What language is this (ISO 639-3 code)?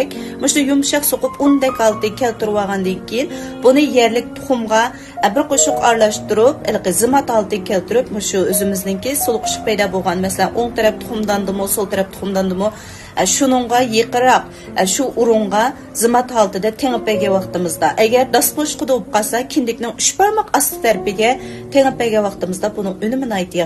uig